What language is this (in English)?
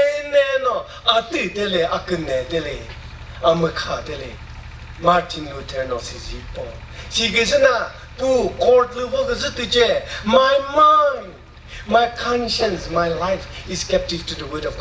Chokri Naga